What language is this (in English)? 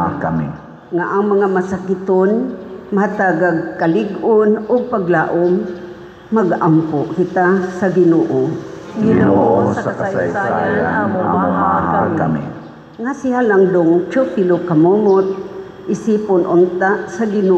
Cebuano